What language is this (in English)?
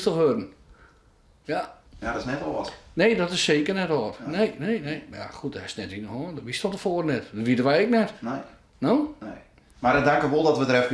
Western Frisian